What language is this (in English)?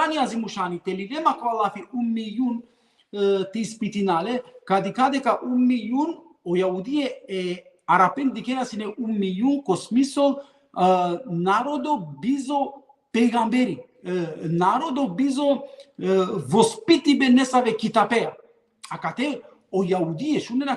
Balkan Romani